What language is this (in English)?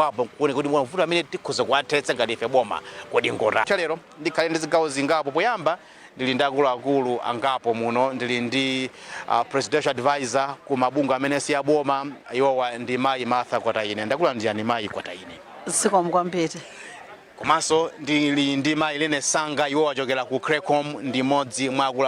Nyanja